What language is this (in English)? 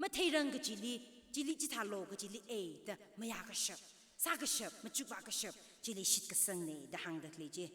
Tangkhul Naga (India)